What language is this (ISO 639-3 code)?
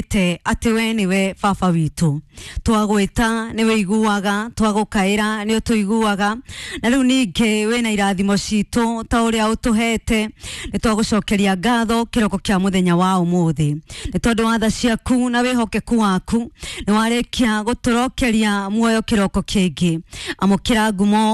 kik